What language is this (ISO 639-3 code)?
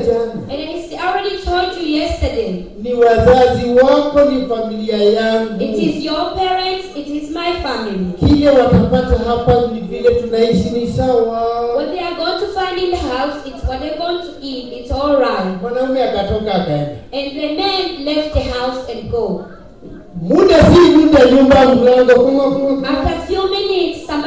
swa